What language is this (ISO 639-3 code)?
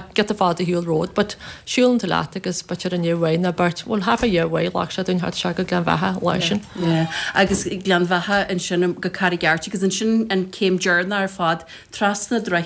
gle